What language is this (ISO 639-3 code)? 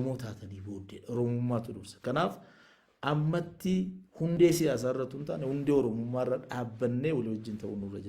orm